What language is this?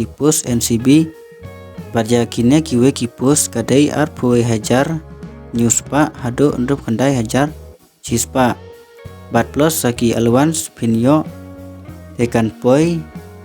Khasi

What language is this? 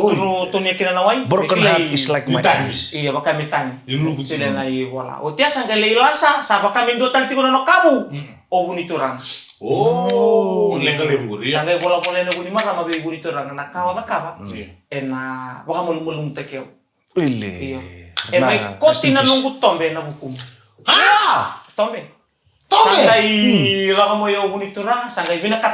Fijian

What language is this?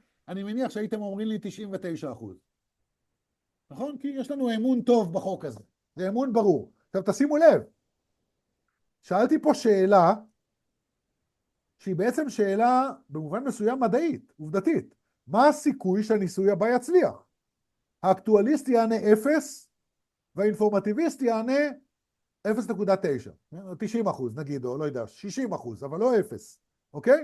Hebrew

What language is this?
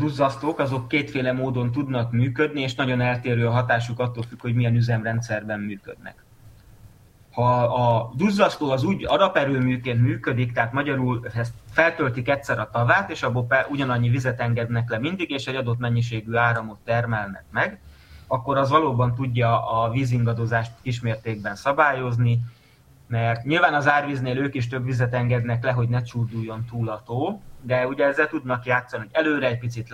Hungarian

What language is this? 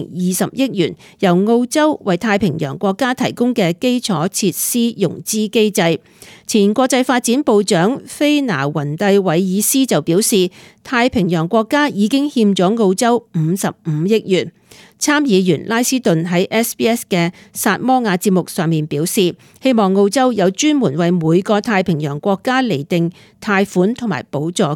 Cantonese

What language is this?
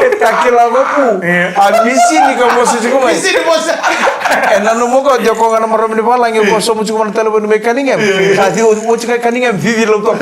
Fijian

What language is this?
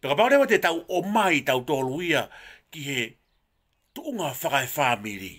Tongan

